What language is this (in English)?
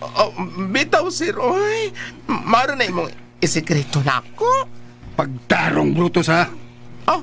Cebuano